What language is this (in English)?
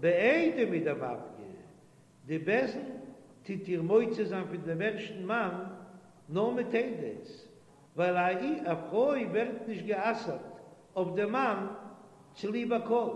Yiddish